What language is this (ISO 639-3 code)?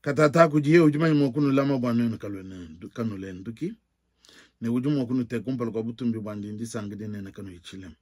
lua